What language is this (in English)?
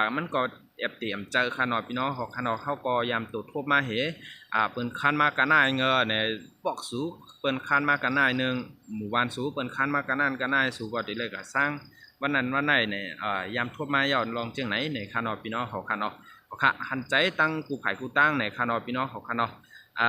Shan